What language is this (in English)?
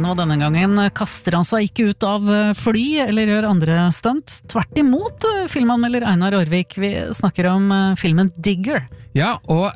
Norwegian